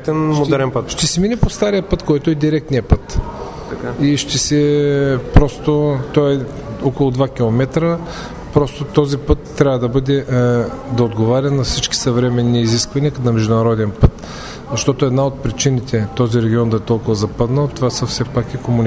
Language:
Bulgarian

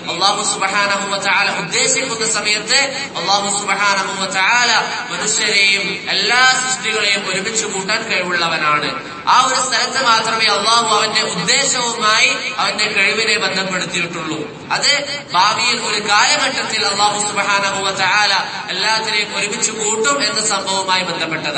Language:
Malayalam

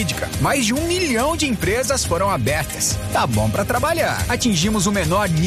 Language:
Portuguese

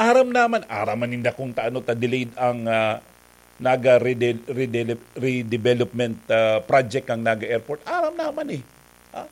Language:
Bikol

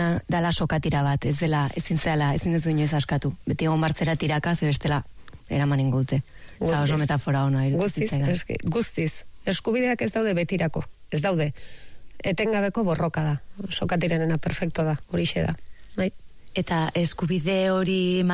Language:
Basque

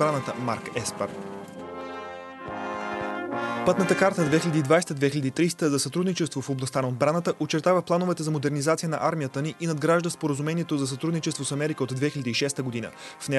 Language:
Bulgarian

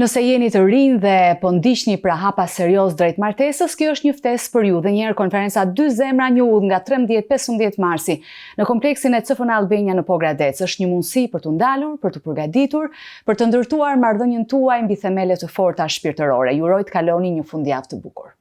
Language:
Albanian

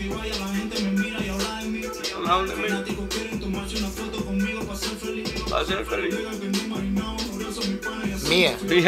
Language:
Spanish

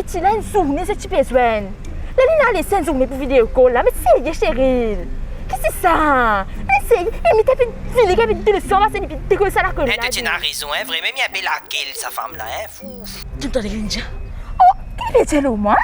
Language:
Morisyen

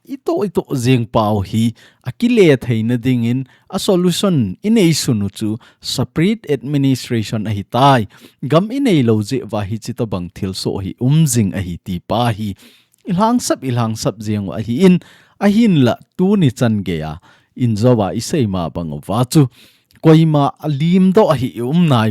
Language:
Thado Chin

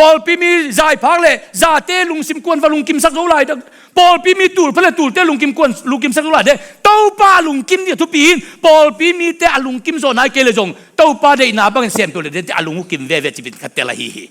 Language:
Tedim Chin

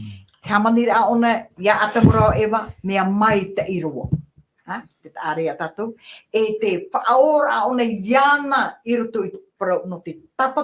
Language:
Tahitian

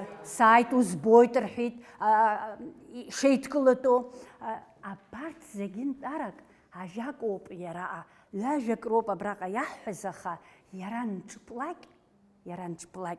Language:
Abkhazian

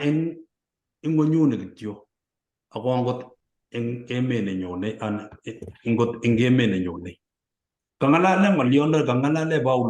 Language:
Kalenjin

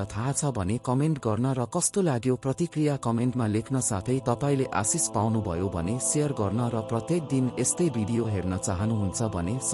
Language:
Nepali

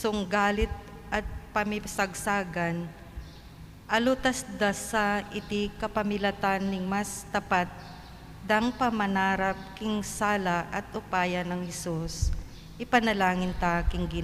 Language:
Pampanga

